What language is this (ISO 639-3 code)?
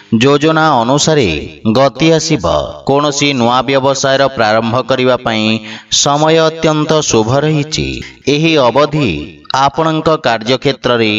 ori